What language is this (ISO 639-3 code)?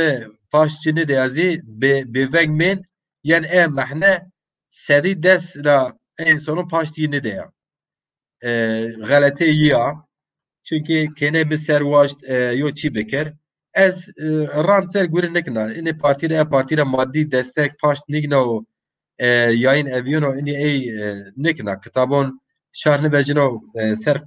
zza